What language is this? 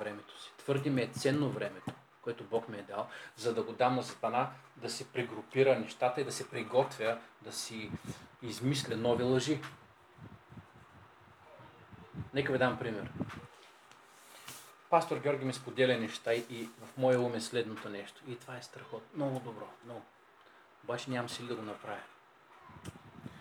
Bulgarian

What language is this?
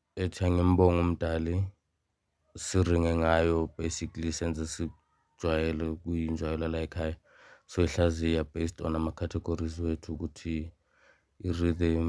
Zulu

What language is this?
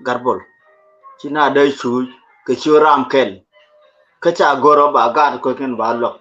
Nuer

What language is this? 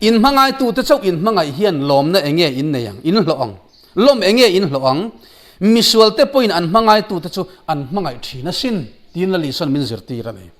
Mizo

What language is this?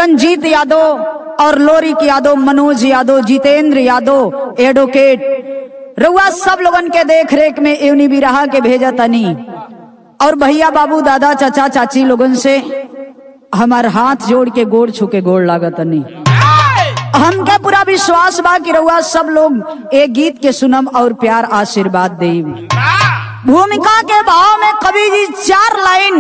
Bhojpuri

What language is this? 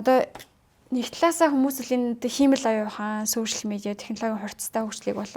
Mongolian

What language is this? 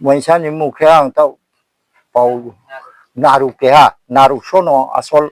Riang (India)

